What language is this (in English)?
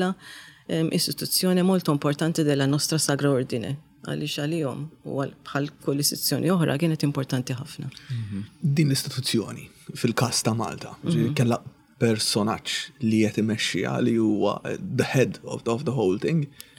Maltese